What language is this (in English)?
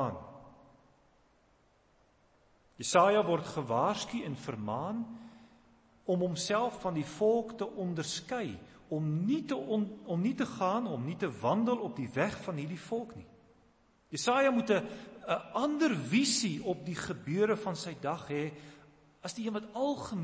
Afrikaans